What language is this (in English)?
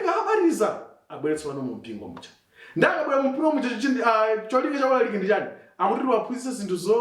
Nyanja